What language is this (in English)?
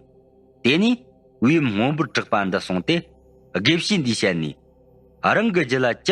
Tibetan